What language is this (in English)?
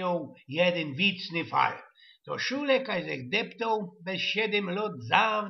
Silesian